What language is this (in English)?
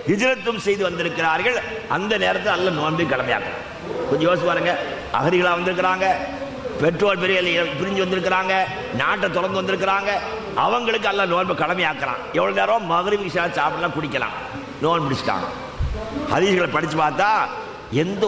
Tamil